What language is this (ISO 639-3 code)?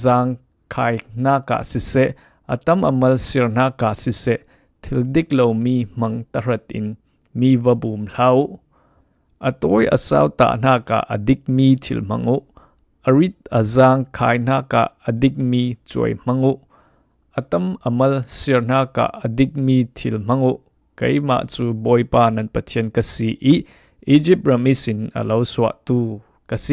cfm